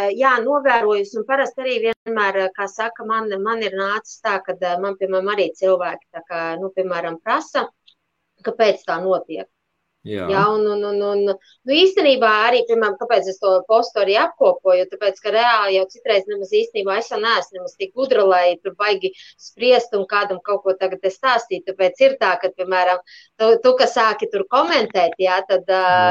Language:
Latvian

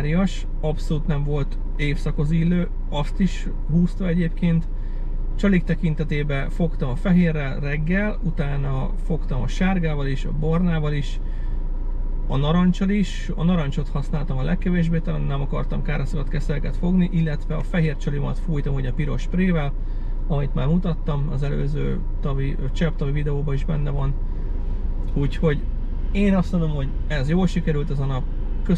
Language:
Hungarian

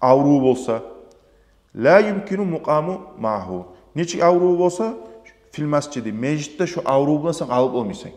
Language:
Kumyk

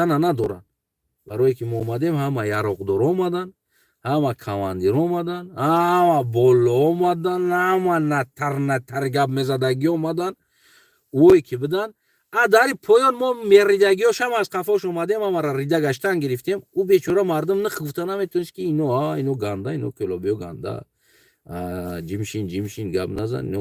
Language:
Tajik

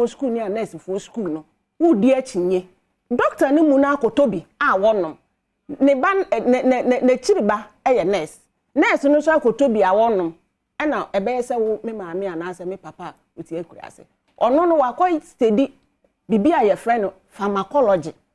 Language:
Akan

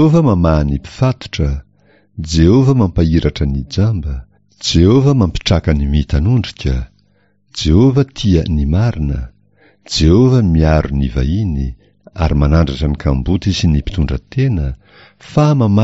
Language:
Malagasy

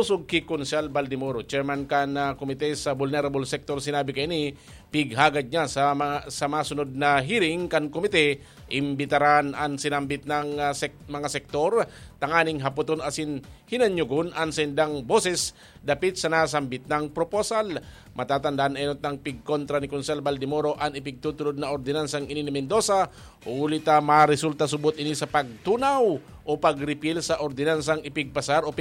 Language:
Bikol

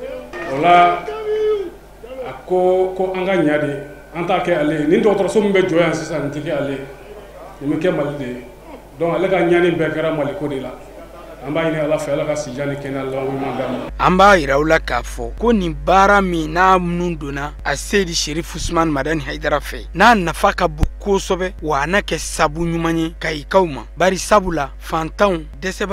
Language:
Bambara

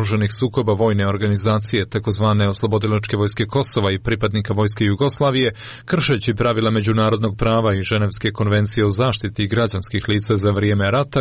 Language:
Croatian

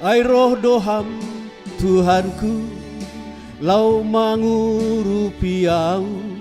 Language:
Batak Simalungun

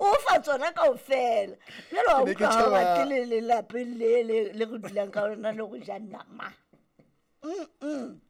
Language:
Southern Sotho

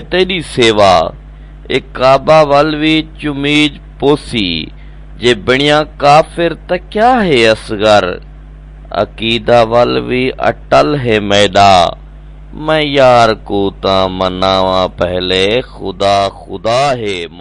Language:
Saraiki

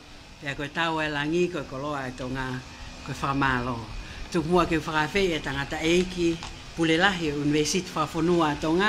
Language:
Tongan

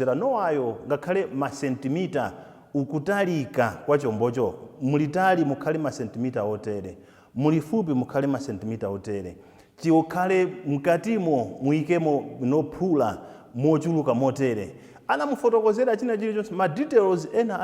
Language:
Nyanja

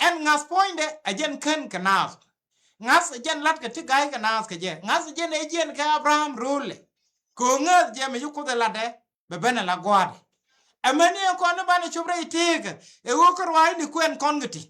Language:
Nuer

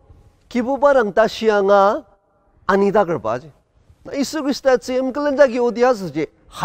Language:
Ao Naga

